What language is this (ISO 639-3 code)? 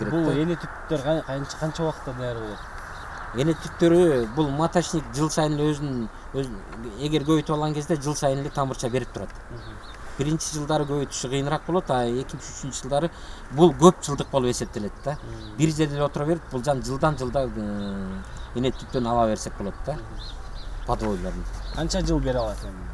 kir